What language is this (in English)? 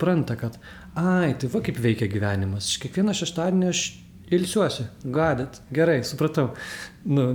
Lithuanian